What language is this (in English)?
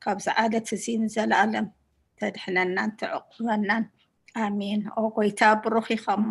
Tigrinya